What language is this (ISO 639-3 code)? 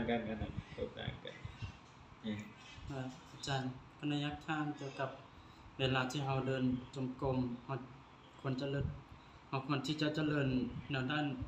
lao